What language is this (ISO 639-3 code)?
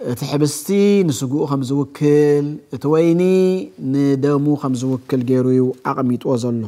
tir